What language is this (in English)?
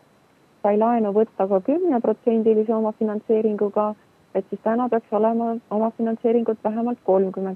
Estonian